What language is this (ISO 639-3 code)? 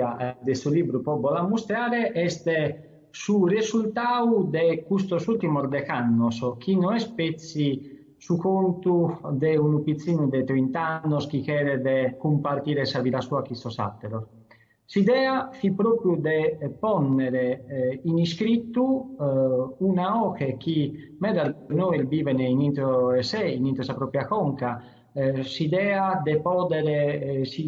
srd